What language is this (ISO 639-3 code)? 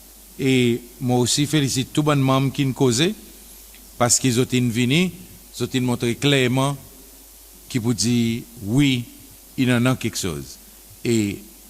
crs